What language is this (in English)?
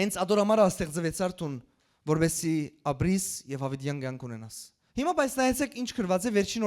Western Armenian